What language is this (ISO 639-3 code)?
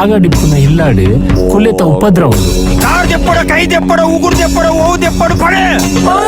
tcy